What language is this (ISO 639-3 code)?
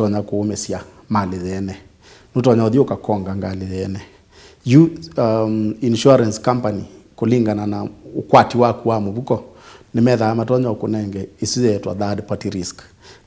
kam